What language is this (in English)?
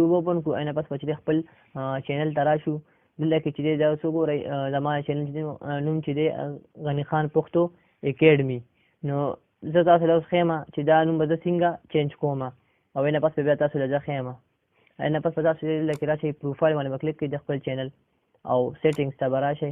Pashto